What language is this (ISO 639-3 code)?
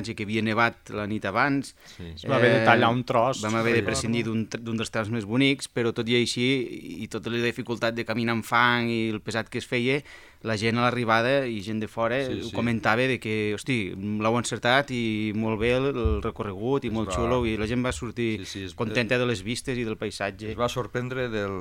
cat